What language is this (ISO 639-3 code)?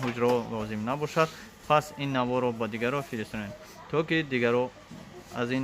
tgk